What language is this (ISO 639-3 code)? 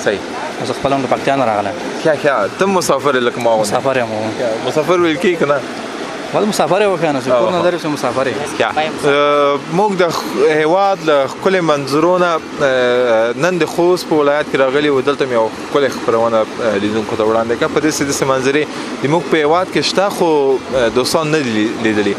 pus